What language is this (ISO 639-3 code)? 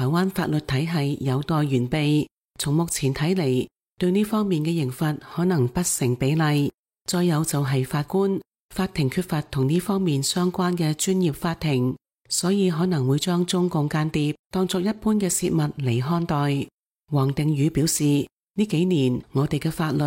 yue